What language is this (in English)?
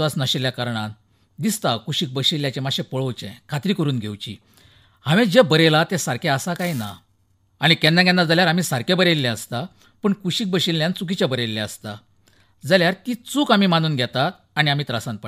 Konkani